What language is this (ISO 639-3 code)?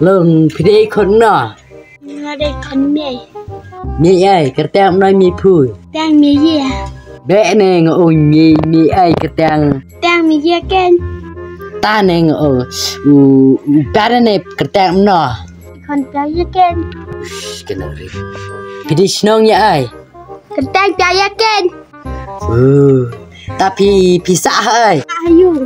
kha